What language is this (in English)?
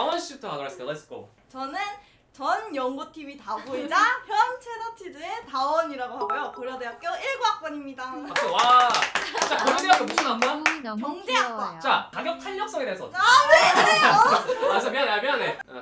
Korean